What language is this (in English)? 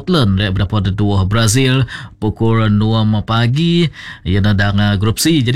Malay